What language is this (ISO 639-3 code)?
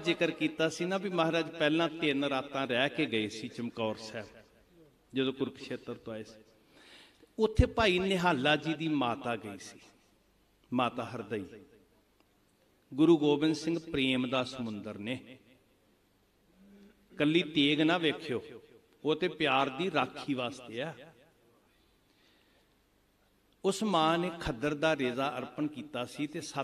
pan